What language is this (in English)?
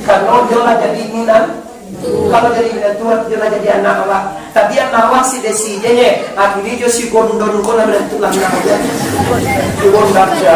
Minangkabau